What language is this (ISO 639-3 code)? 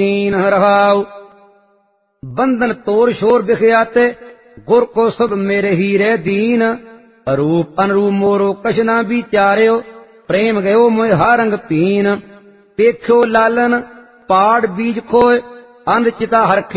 pan